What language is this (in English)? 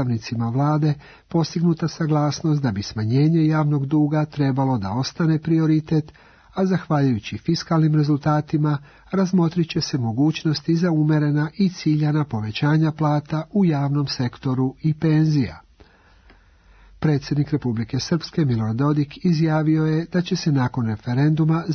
Serbian